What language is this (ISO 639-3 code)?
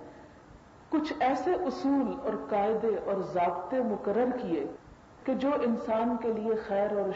urd